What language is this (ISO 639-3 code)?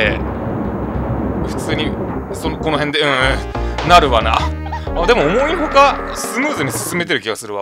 jpn